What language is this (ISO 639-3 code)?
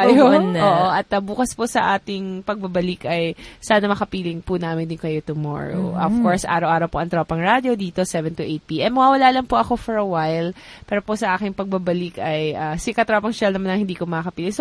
fil